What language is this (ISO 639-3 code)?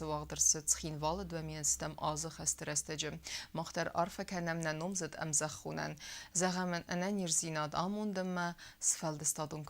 oss